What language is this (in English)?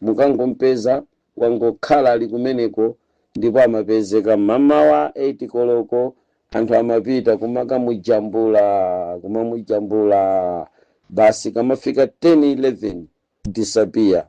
Nyanja